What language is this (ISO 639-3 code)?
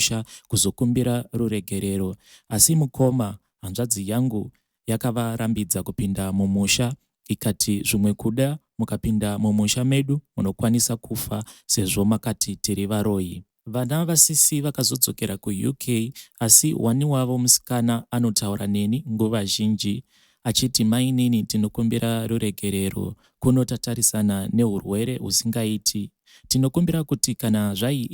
sna